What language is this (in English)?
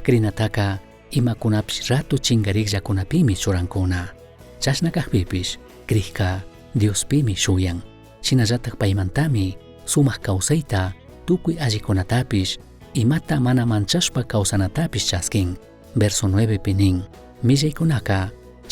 Chimborazo Highland Quichua